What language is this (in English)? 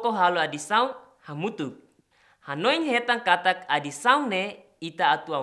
Tetum